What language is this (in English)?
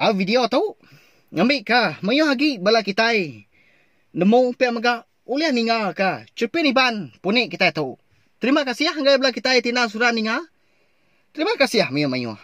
Iban